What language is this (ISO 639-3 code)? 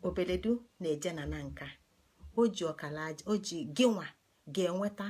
ibo